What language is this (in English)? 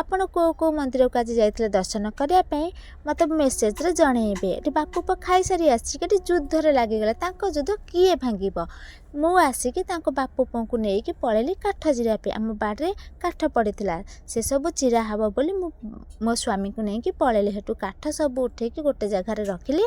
Odia